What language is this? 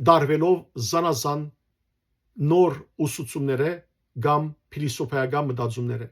Western Armenian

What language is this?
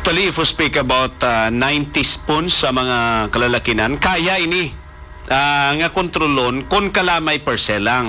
Hiligaynon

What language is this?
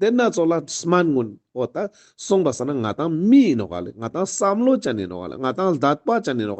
Ladakhi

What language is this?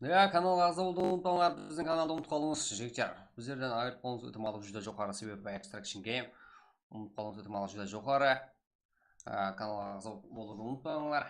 Kara-Kalpak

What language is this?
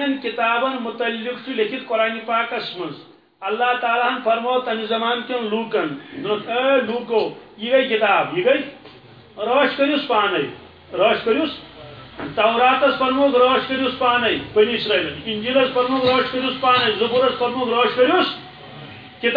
Kashmiri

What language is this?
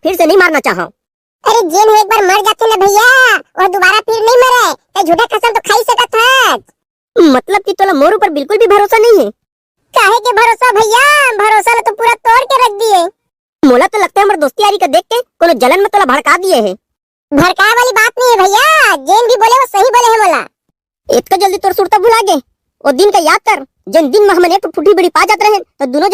Chhattisgarhi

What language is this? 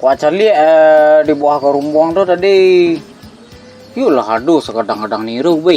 Minangkabau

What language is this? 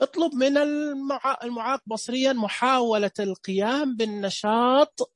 Najdi Arabic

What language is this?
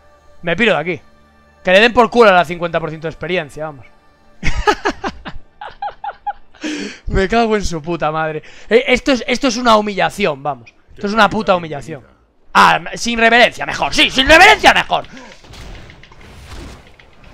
Spanish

